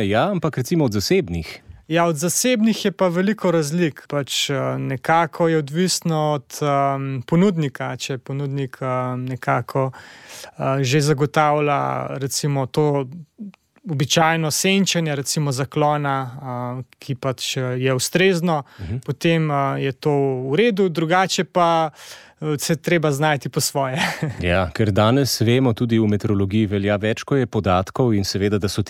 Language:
Slovenian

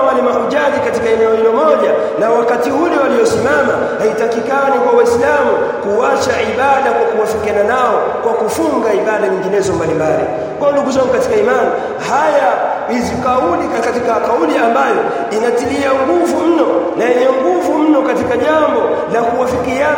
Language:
Swahili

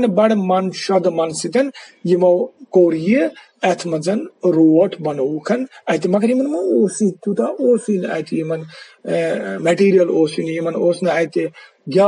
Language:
Kashmiri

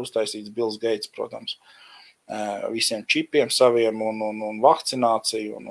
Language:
Latvian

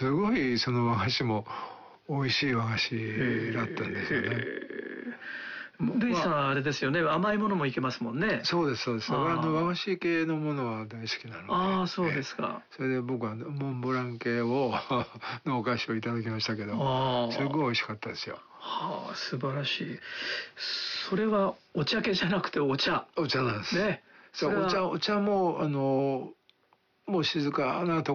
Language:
Japanese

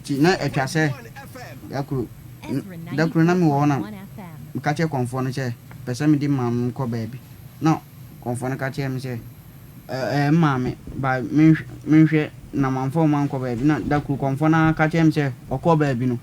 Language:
Akan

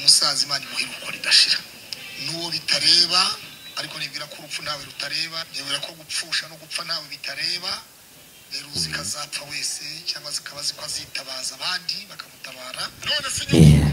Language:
Kinyarwanda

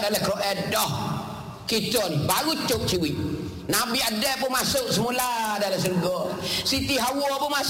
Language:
Malay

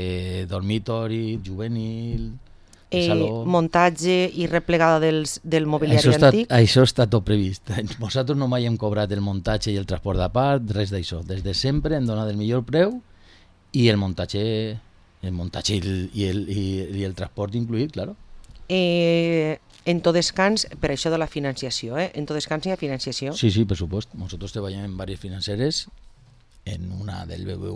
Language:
Catalan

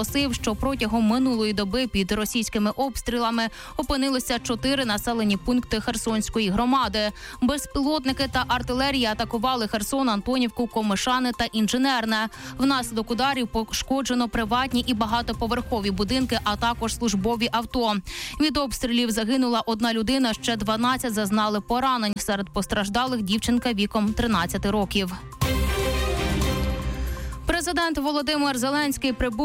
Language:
Ukrainian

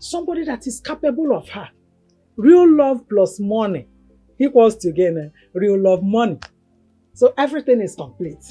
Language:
Nigerian Pidgin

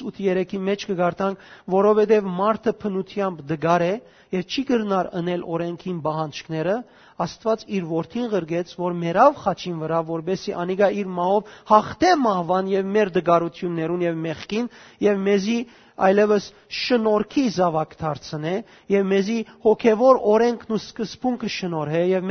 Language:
Western Armenian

